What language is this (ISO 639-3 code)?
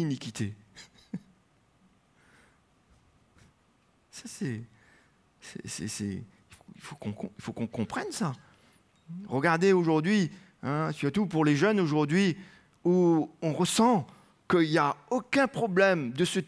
fra